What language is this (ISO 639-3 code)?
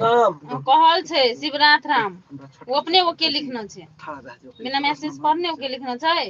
mai